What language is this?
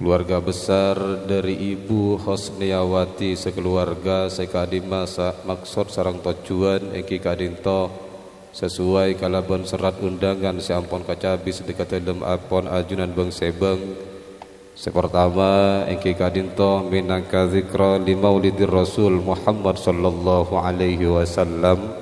Madurese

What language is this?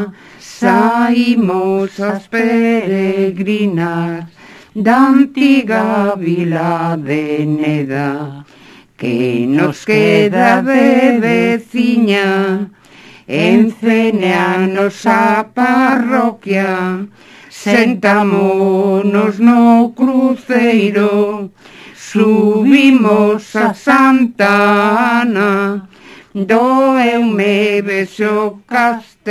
Galician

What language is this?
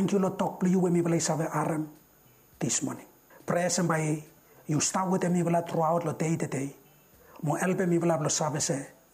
Bislama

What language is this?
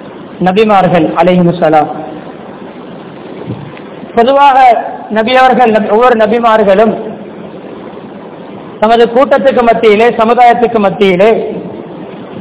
Tamil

